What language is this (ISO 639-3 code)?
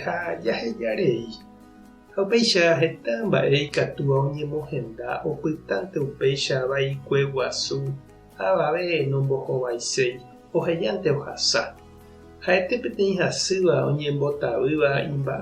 grn